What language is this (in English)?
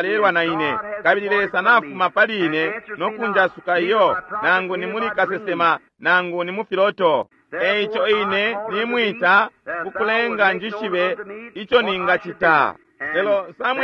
Bemba